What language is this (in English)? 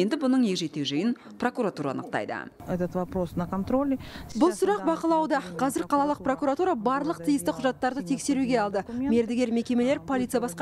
Kazakh